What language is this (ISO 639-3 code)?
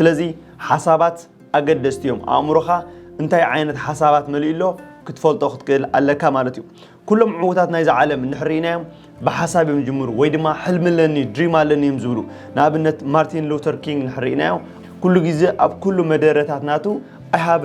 tir